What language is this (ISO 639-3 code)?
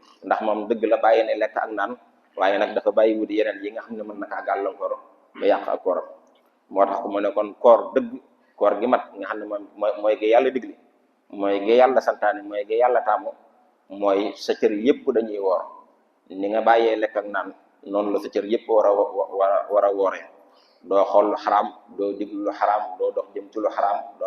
wol